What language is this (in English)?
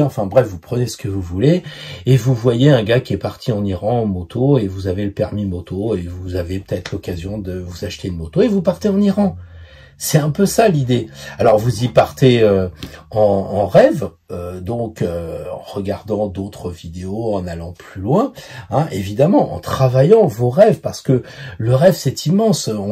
French